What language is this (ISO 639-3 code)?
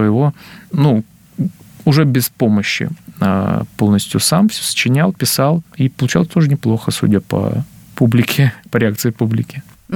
rus